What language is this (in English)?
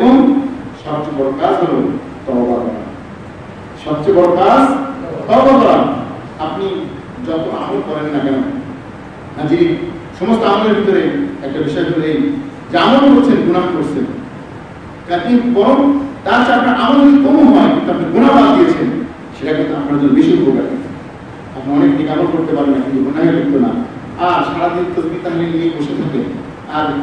Bangla